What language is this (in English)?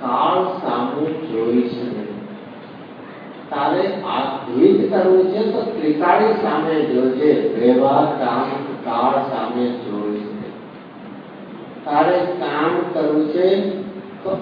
Gujarati